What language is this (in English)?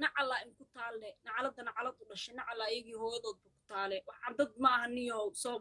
Somali